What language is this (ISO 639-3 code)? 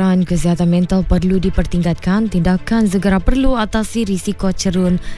msa